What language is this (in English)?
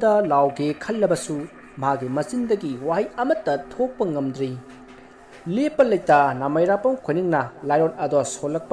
Manipuri